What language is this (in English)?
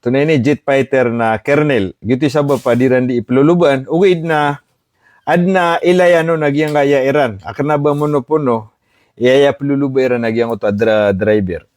Maranao